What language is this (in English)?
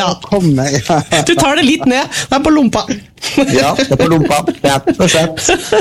Norwegian